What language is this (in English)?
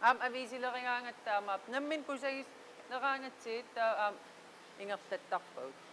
Kalaallisut